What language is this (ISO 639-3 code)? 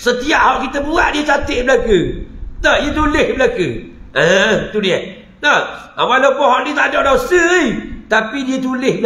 msa